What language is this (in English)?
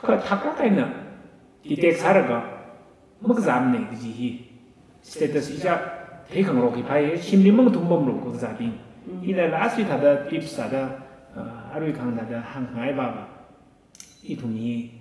Tangkhul Naga (India)